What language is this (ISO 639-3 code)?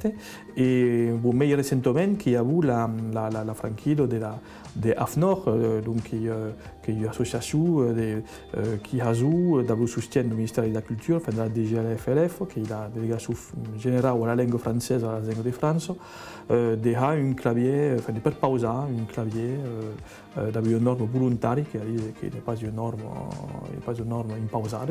oci